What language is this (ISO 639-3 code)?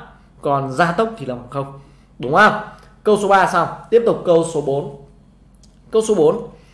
vie